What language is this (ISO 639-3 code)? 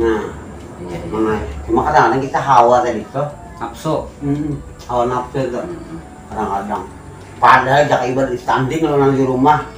bjn